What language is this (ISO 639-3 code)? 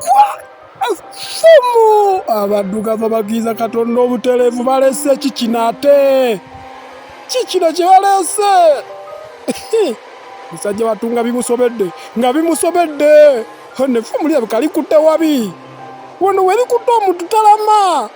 lug